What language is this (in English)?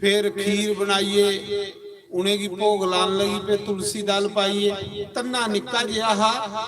Dogri